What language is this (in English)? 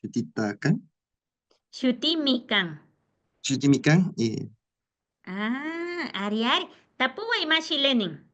Imbabura Highland Quichua